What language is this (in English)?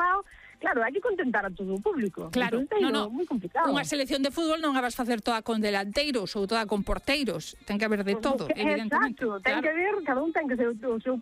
Galician